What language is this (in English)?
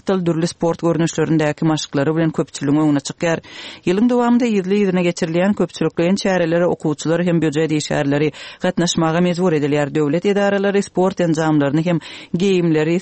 Turkmen